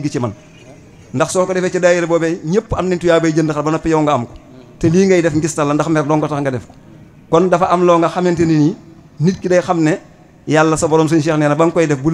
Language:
Wolof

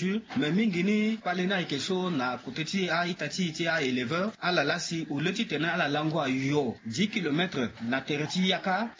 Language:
Sango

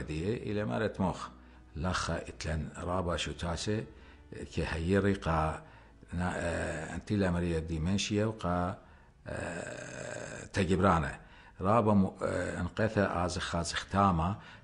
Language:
Assyrian Neo-Aramaic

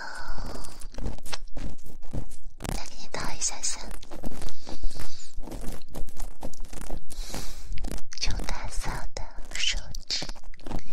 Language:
Chinese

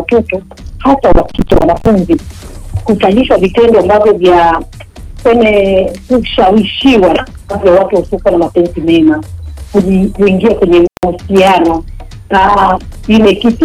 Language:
Swahili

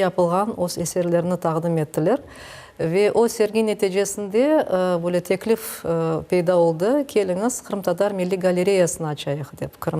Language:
Crimean Tatar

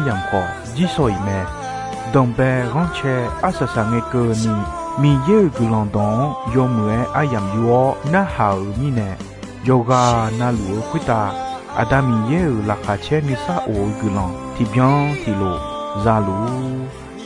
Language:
Akha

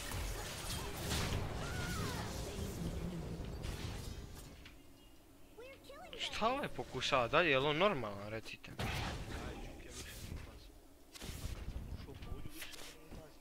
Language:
Croatian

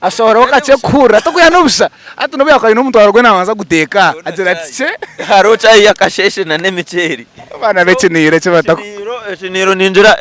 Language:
Nyankole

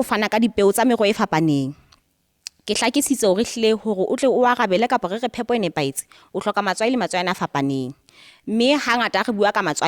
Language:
Southern Sotho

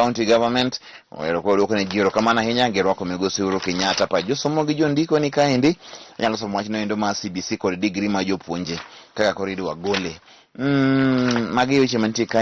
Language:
Luo (Kenya and Tanzania)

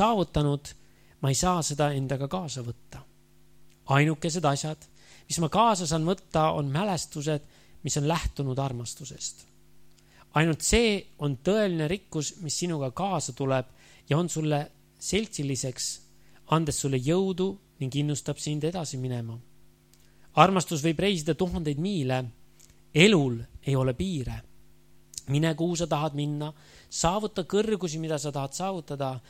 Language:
Estonian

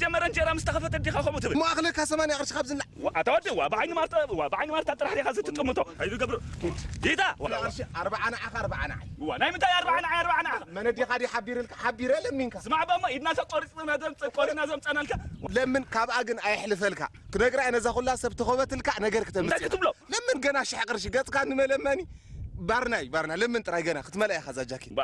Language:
Tigrinya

